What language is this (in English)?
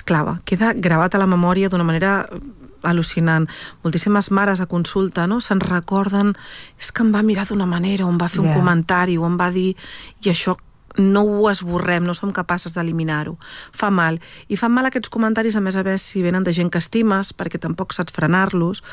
Catalan